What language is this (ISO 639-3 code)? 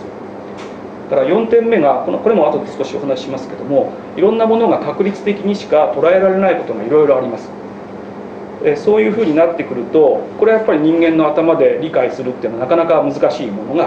jpn